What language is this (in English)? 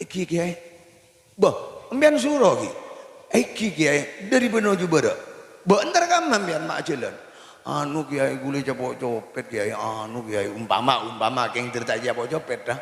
Madurese